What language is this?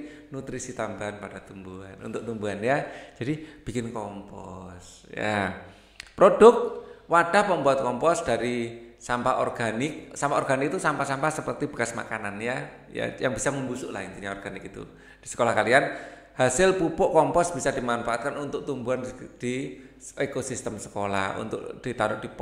Indonesian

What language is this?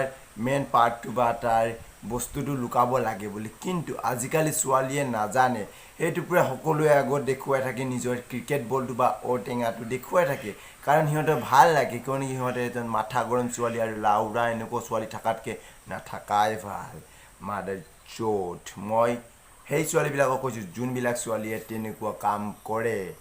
Assamese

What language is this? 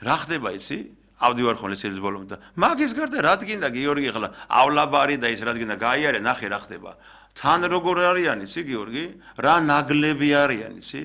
Georgian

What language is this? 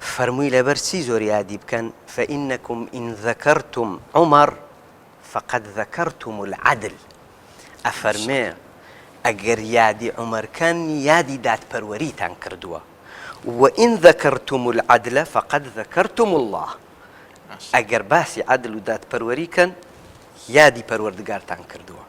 Central Kurdish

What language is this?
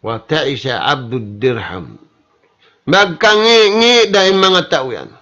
Tausug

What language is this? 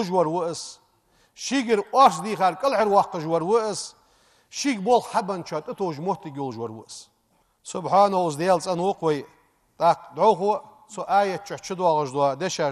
Ingush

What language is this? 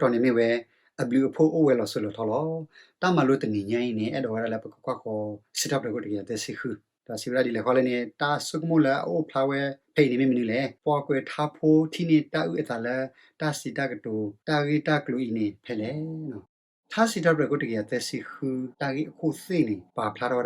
S'gaw Karen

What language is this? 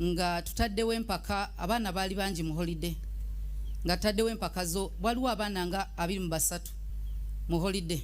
Ganda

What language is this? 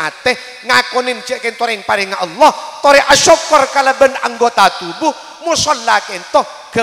Madurese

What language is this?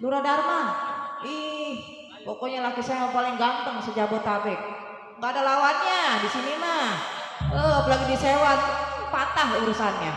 Betawi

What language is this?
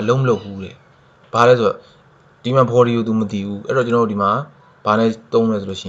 Burmese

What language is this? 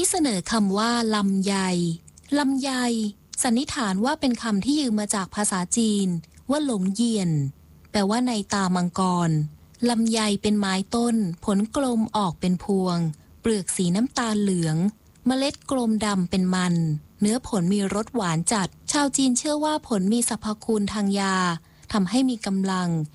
Thai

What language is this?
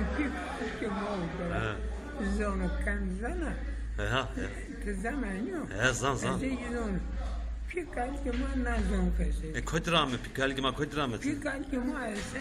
Zaza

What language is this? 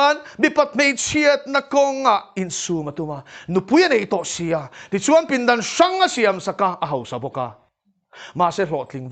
Mizo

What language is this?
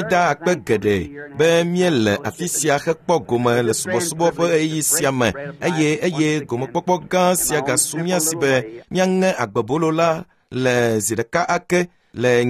Ewe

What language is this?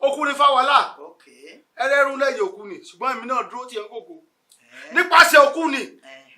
Yoruba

